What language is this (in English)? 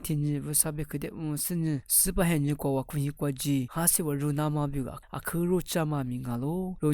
Lisu